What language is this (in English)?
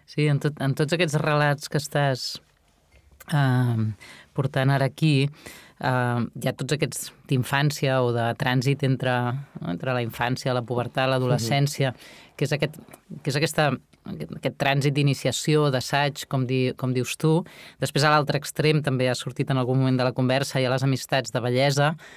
Catalan